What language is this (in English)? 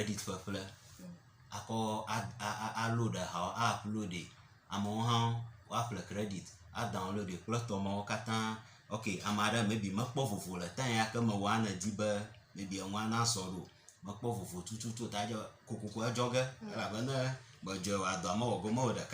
Ewe